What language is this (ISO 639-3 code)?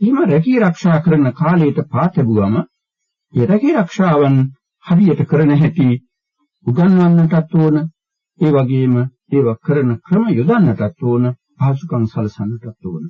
sin